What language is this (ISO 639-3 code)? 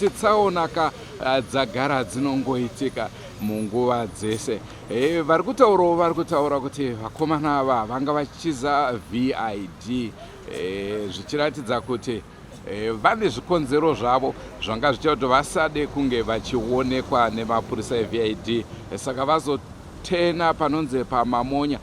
sna